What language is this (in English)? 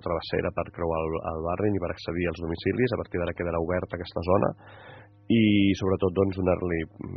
Catalan